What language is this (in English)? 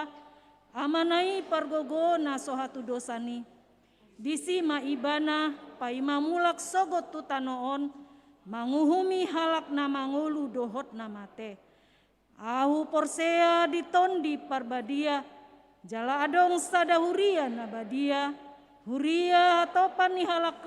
Batak Toba